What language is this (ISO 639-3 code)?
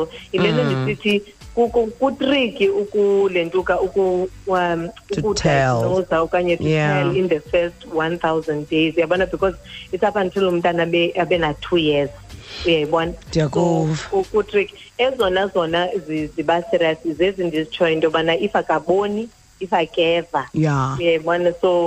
xho